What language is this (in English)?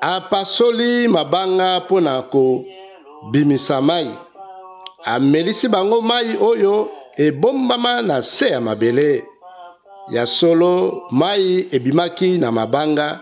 Lingala